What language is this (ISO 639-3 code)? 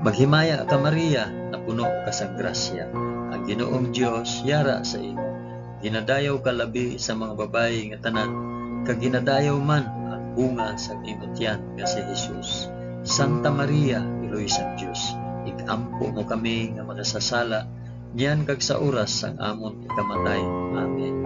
hil